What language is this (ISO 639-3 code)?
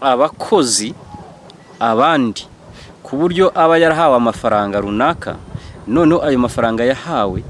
kin